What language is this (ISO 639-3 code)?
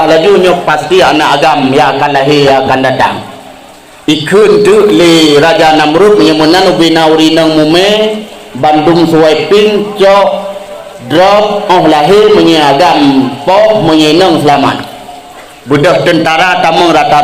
ace